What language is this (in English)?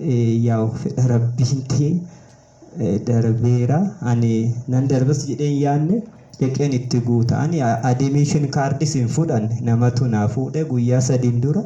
Oromo